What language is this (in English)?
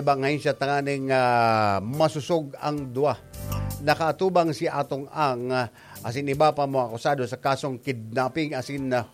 Bikol